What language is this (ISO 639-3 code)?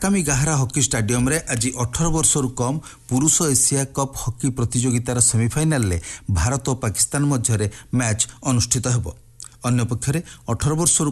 ori